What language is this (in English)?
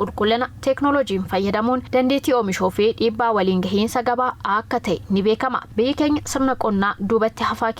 Oromo